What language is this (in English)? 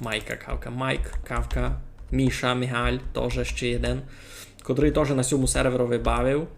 Rusyn